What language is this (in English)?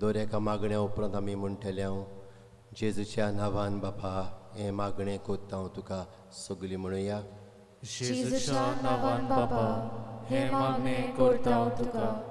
Konkani